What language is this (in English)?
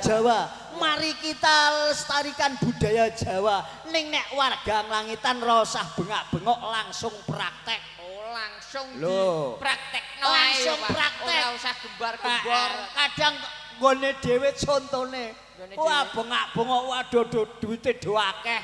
Javanese